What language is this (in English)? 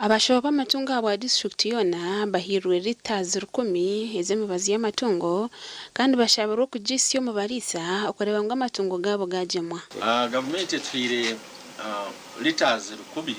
Nyankole